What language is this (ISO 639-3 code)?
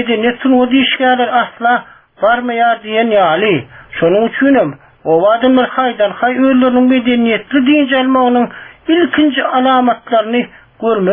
tuk